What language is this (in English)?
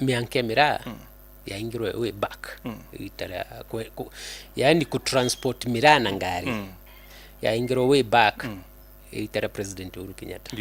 Meru